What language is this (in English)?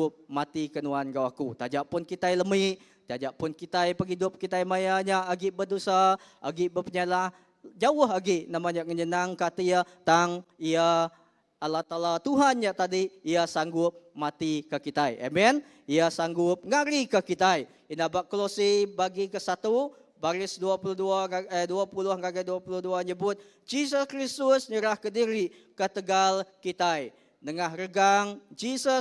Iban